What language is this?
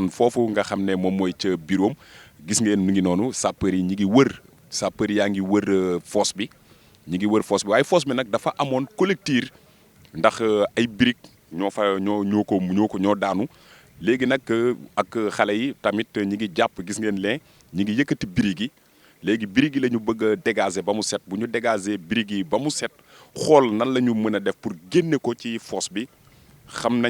Wolof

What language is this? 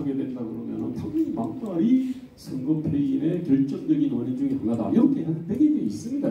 Korean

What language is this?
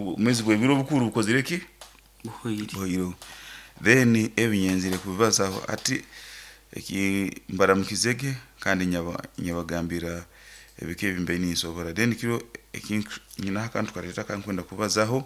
Nyankole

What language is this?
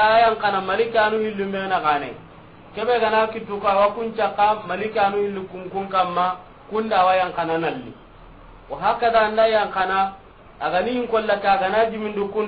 Soninke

